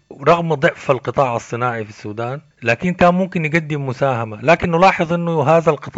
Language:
Sudanese Arabic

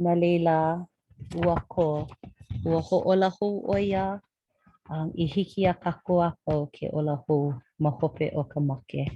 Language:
Hawaiian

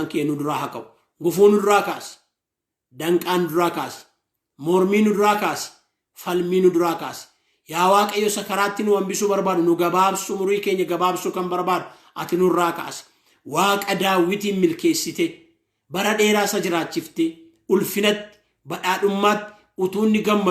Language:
Oromo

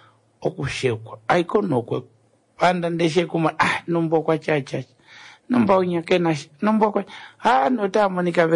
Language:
Kuanyama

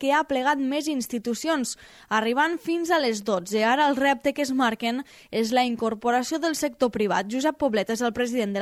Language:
Catalan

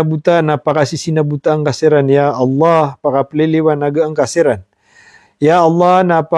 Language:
Maranao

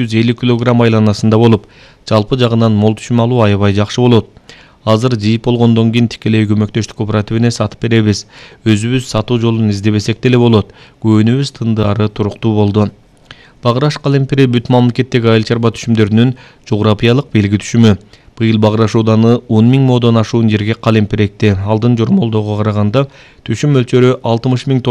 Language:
Kyrgyz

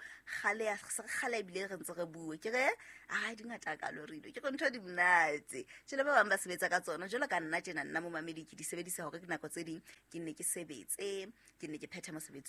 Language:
Southern Sotho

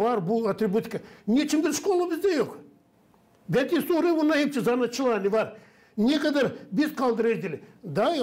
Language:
Gagauz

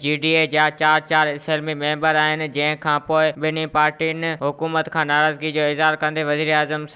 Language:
Sindhi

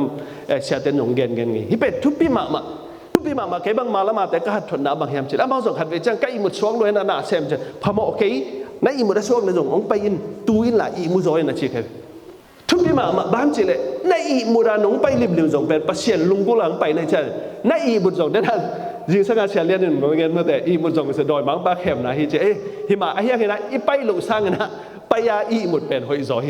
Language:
Tedim Chin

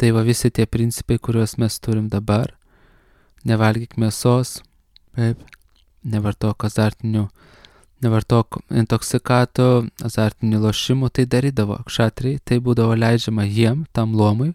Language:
Lithuanian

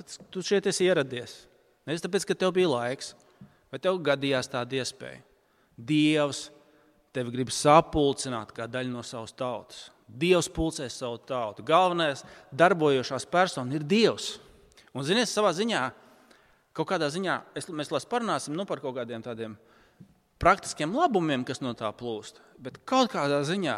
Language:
Latvian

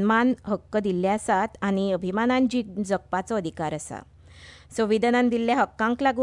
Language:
Konkani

